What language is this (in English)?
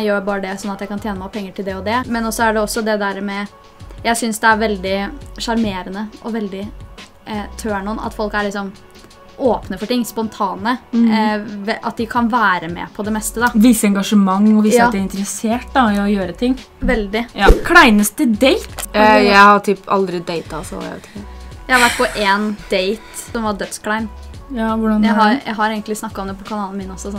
Norwegian